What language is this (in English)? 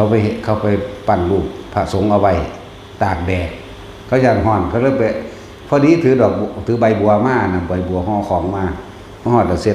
Northeastern Thai